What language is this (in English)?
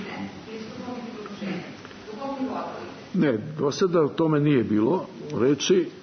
Serbian